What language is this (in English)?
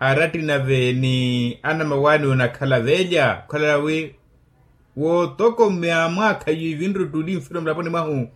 Makhuwa